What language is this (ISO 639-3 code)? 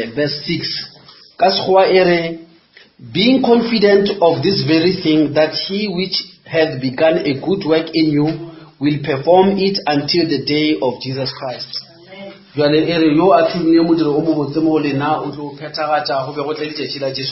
nso